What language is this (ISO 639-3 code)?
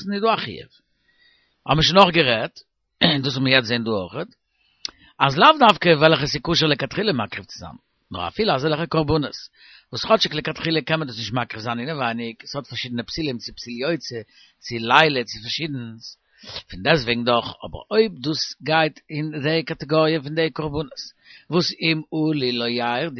yid